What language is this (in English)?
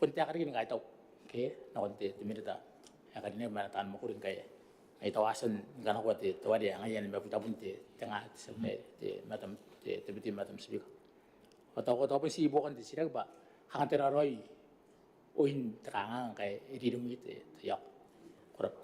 Gilbertese